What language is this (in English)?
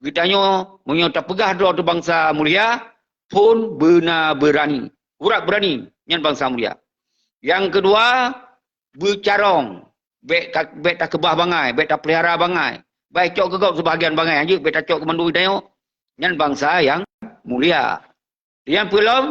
Achinese